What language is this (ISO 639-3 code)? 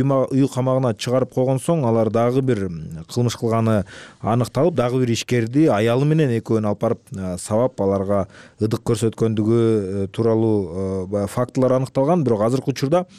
kir